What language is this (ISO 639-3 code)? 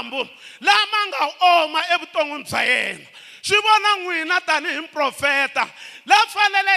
tso